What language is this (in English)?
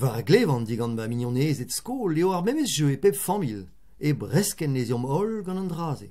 Breton